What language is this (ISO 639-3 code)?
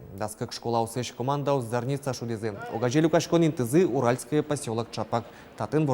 udm